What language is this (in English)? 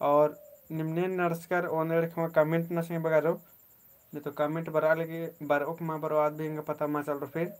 Kurukh